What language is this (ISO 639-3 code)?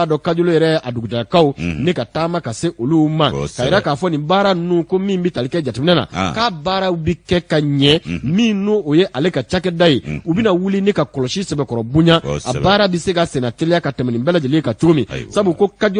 bam